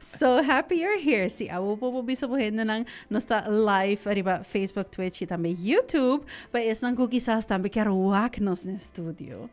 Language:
Papiamento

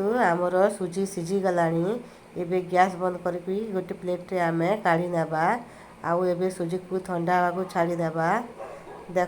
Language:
Odia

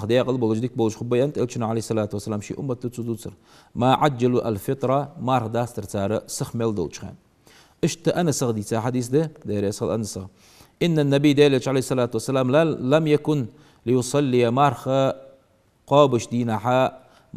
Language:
Ingush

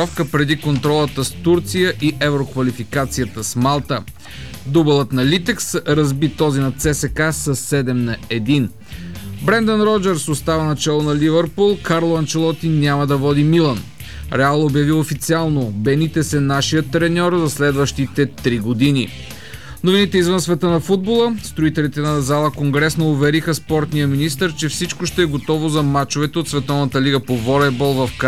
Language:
Bulgarian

